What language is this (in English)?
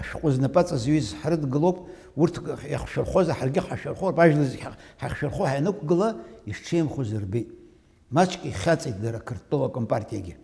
Abkhazian